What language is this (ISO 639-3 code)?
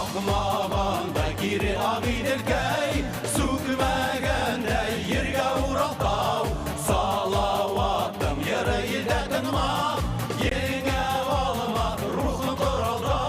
bak